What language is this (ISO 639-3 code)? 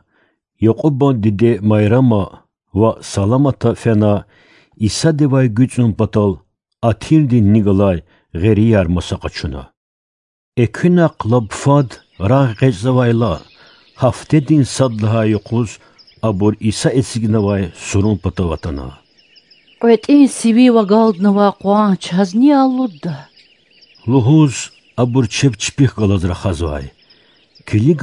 lez